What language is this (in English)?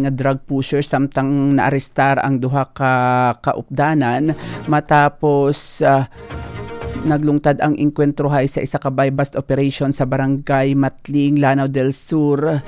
Hiligaynon